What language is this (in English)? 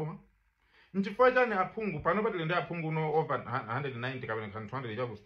Nyanja